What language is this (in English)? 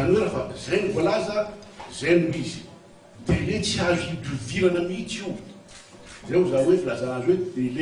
Malagasy